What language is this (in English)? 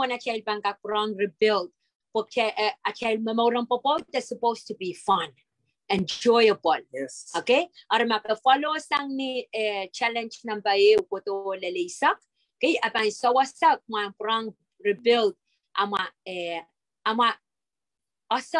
Pohnpeian